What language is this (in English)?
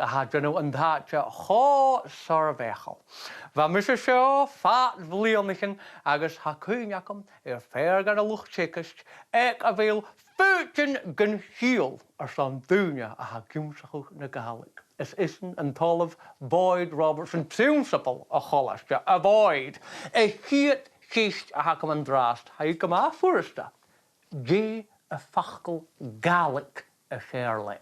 Scottish Gaelic